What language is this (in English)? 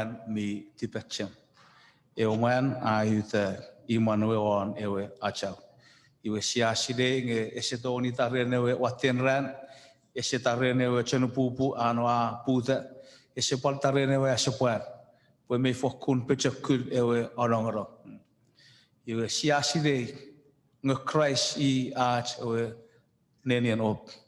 Chuukese